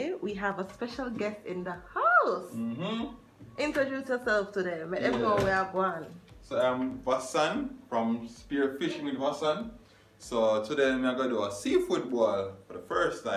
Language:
Jamaican Creole English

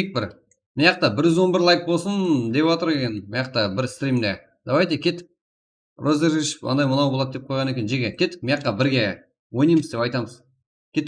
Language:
Kara-Kalpak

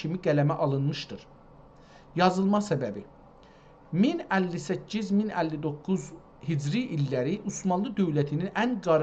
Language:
South Azerbaijani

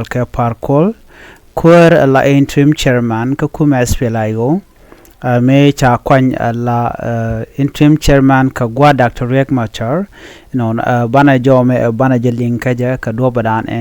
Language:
Nuer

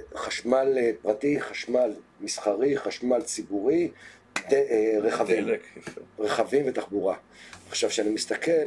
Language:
Hebrew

